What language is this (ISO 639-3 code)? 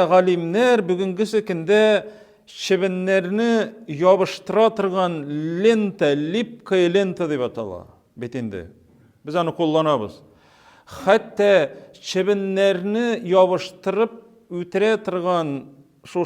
tat